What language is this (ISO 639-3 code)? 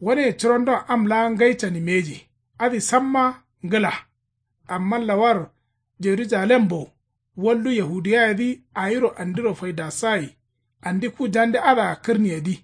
kau